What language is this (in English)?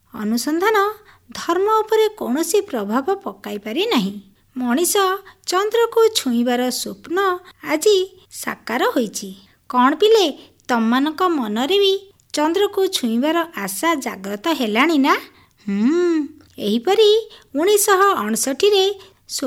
Odia